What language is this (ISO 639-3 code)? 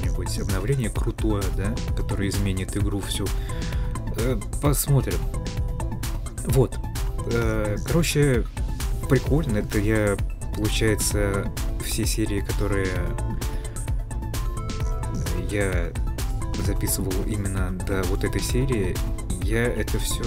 rus